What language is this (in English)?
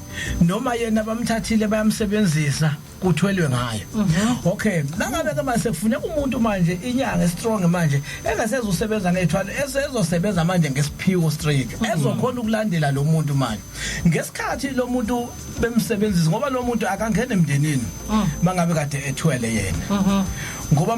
Zulu